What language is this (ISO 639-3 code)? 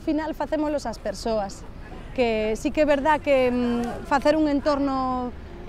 glg